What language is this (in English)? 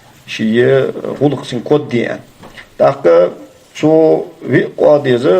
Ingush